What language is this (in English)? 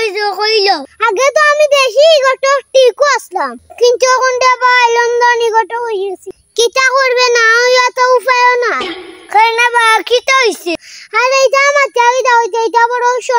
Sylheti